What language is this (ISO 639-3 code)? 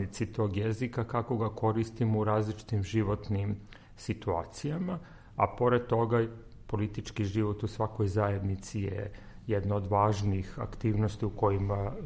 srp